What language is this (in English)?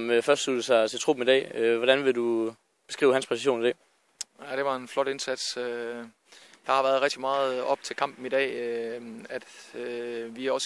Danish